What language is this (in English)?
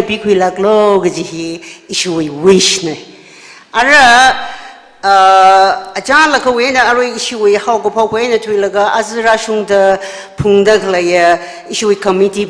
Tangkhul Naga (India)